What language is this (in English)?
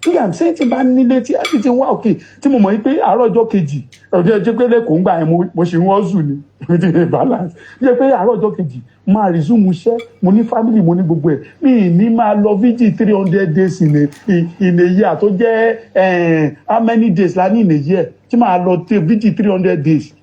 Yoruba